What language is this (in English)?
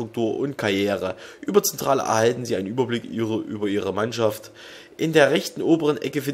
German